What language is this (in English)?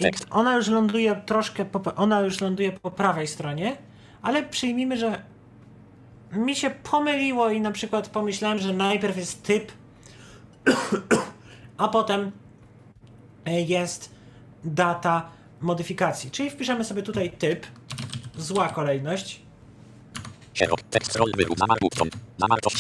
Polish